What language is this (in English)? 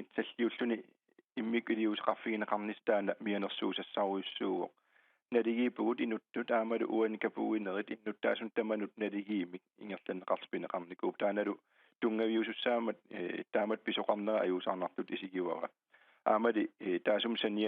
Kalaallisut